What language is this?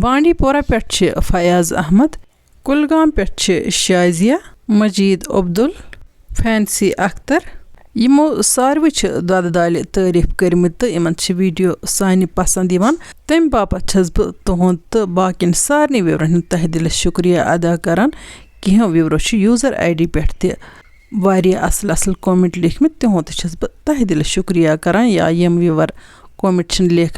Kashmiri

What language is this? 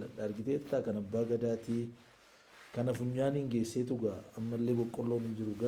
Oromo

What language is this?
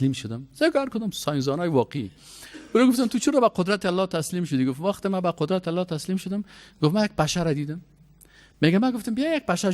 Persian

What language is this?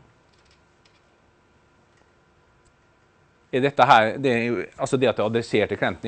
Norwegian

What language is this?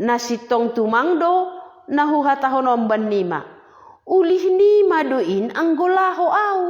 Batak Simalungun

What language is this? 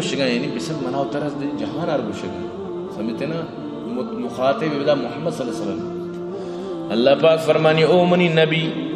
Baluchi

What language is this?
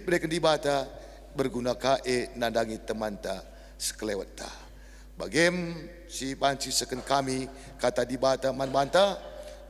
Batak Karo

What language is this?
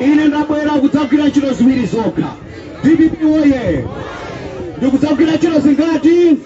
Nyanja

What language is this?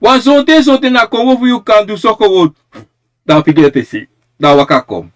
Sranan Tongo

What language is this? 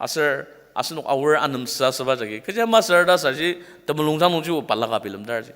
Ao Naga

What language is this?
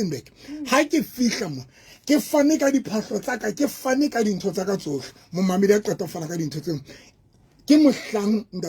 Southern Sotho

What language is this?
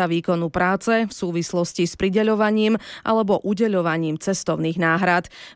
Slovak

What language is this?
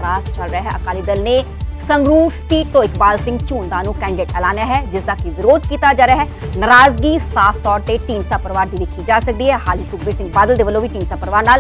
Punjabi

